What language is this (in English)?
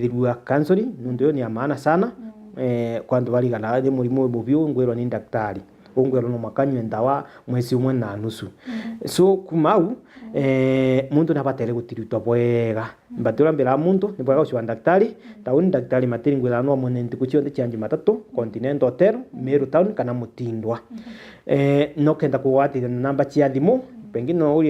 Meru